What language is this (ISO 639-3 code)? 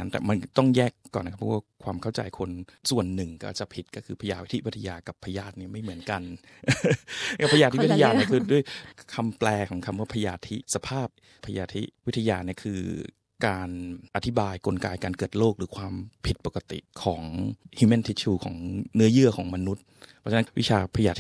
tha